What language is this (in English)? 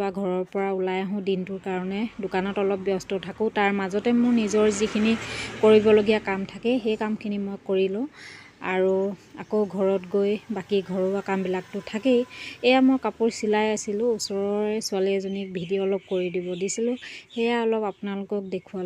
Assamese